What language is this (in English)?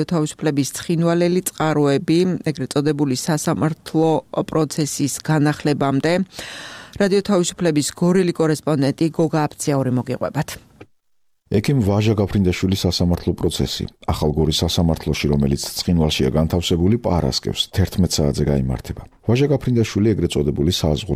Georgian